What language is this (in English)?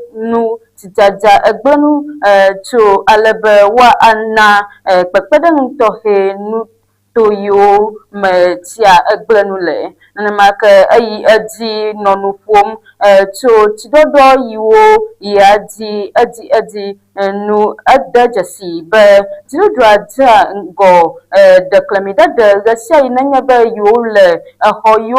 Ewe